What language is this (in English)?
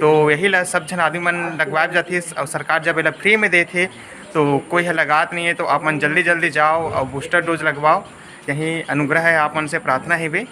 Chhattisgarhi